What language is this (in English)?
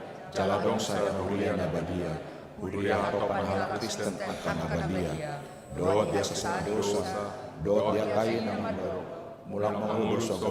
Batak Toba